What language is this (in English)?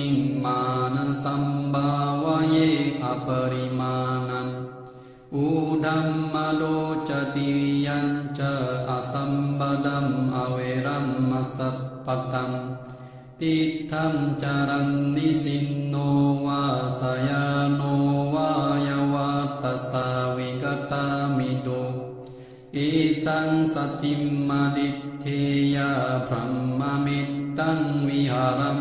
Pali